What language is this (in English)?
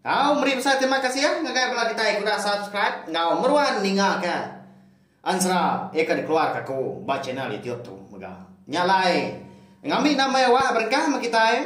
Iban